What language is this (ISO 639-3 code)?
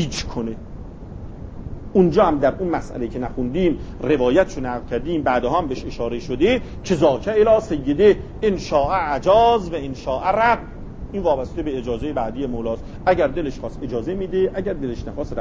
fas